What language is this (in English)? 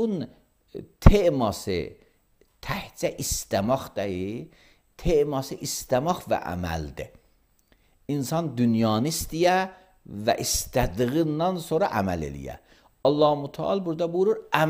Azerbaijani